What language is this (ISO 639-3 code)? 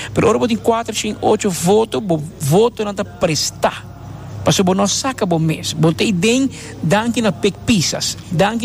pap